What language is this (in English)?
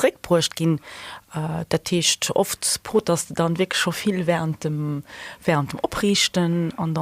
Luxembourgish